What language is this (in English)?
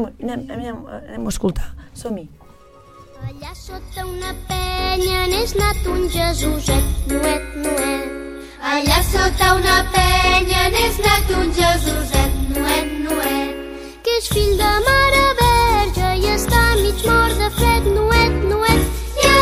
Catalan